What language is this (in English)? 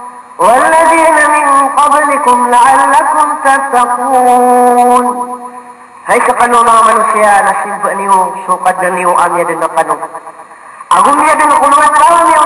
Maranao